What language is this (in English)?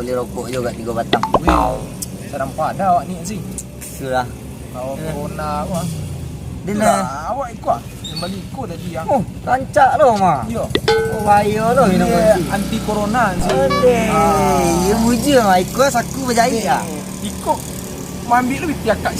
Minangkabau